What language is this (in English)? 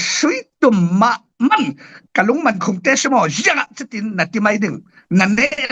Falam Chin